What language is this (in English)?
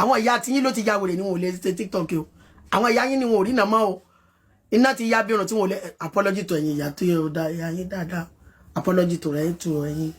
Yoruba